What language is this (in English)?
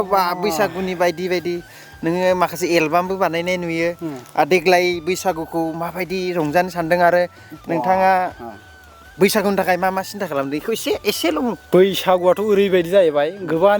Bodo